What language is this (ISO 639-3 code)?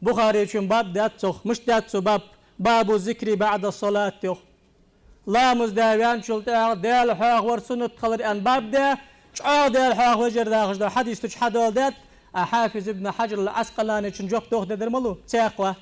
inh